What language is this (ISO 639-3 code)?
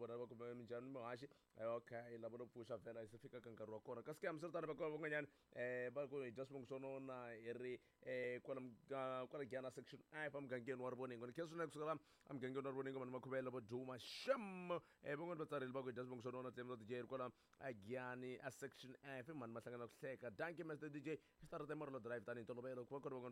tso